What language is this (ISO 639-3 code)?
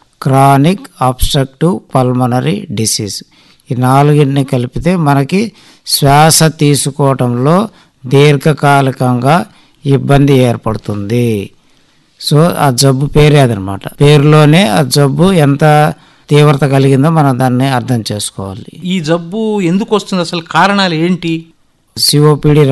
tel